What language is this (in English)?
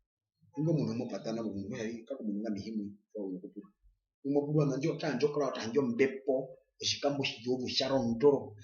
Herero